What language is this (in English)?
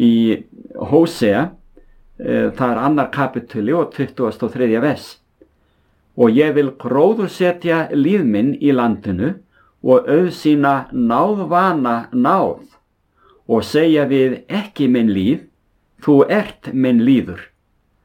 Icelandic